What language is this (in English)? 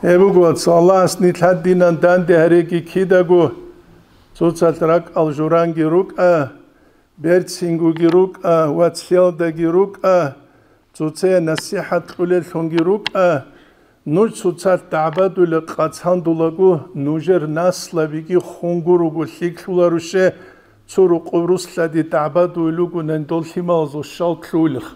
Avaric